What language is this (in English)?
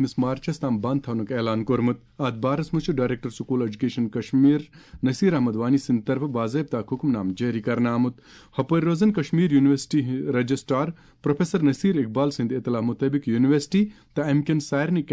Kashmiri